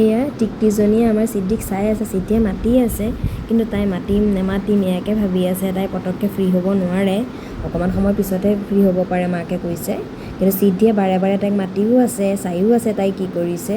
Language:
Assamese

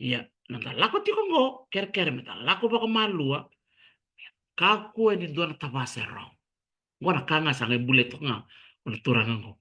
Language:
Fijian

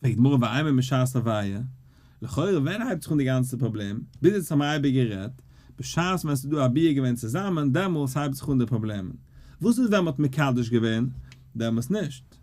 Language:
Yiddish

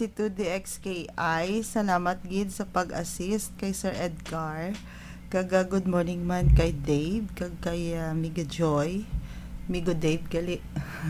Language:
Hiligaynon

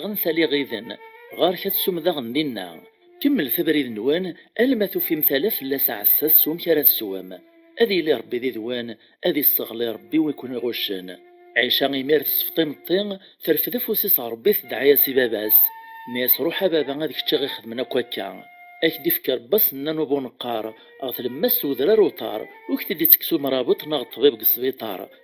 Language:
Kabyle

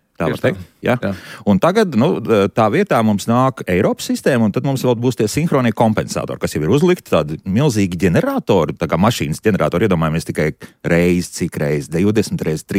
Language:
Latvian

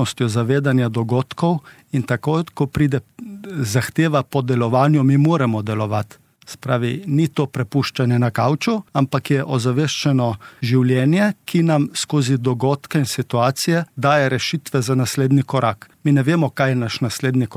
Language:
Slovenian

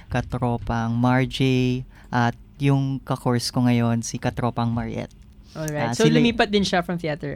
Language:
Filipino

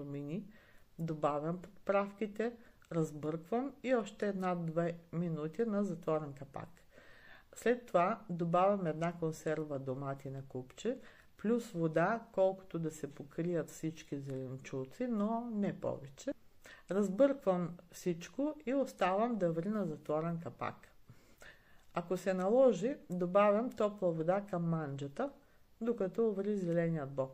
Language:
Bulgarian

